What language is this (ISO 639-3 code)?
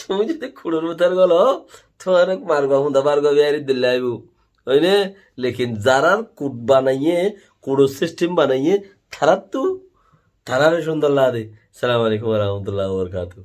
rhg